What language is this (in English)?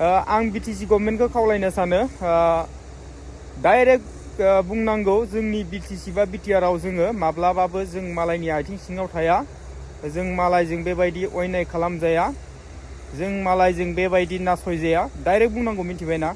Bodo